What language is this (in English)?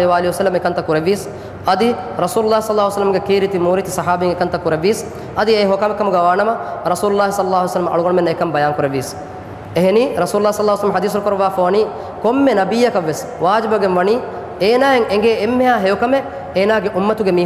Divehi